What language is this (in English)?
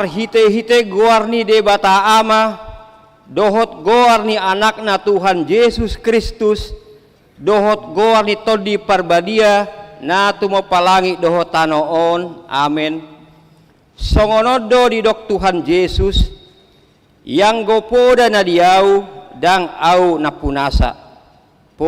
Batak Toba